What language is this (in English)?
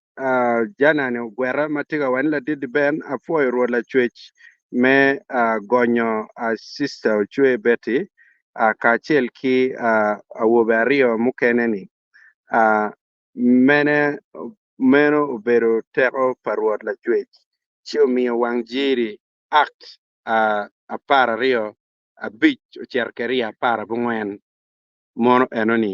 Acoli